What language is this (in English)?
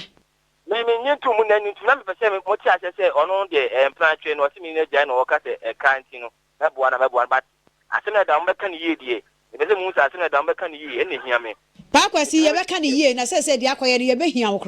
Akan